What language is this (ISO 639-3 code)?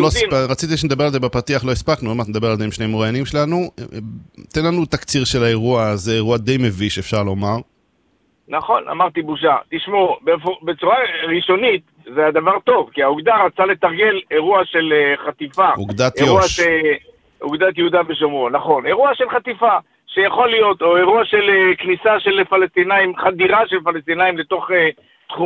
heb